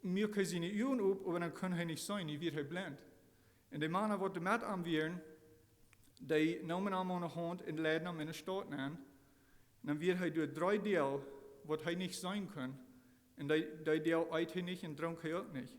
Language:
Plautdietsch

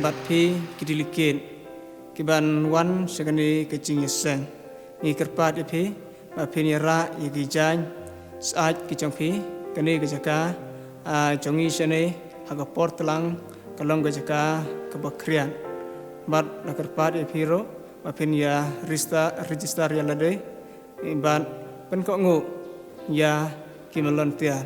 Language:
Khasi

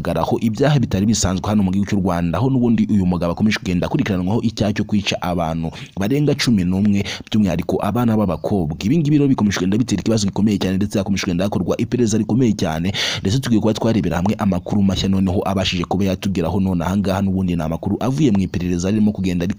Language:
Kinyarwanda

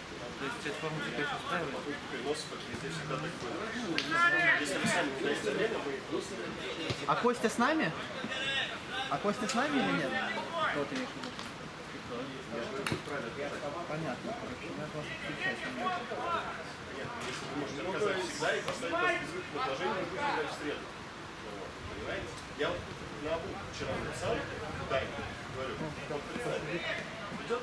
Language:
Russian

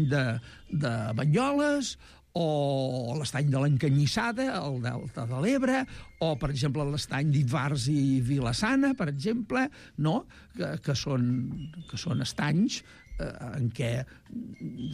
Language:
Catalan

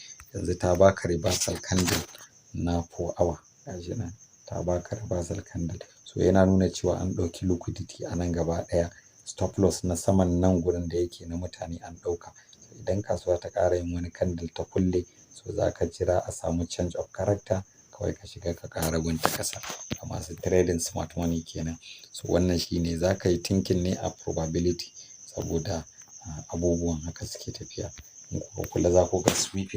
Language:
Hausa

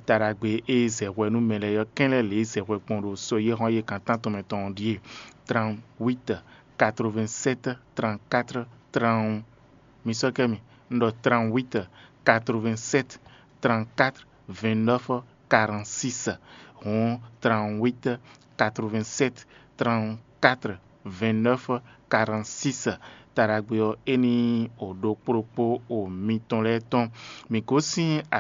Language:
Fon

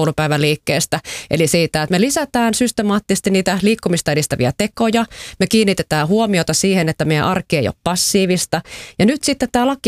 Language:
Finnish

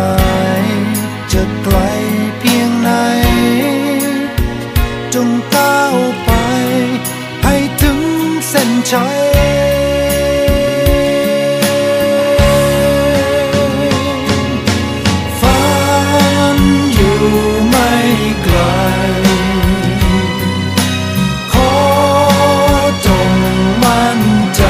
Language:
Thai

